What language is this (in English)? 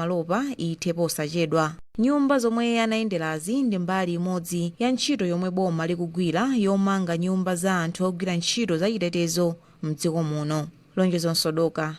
Nyanja